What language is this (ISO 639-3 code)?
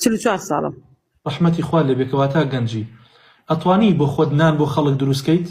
ckb